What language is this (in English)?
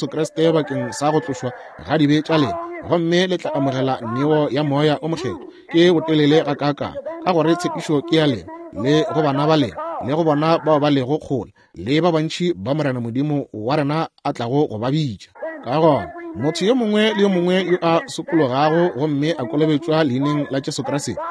Northern Sotho